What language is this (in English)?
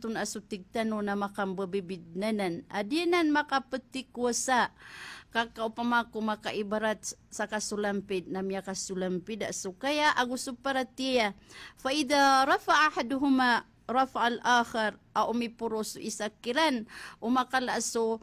Maranao